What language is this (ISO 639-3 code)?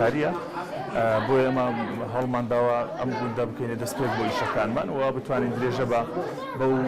ckb